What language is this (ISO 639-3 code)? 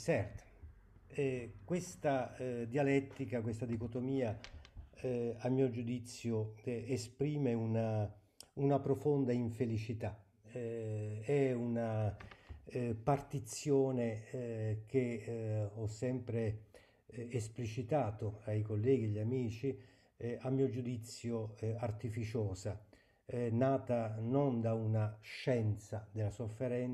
ita